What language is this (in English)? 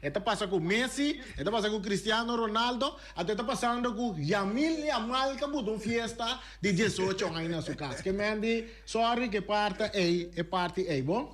Papiamento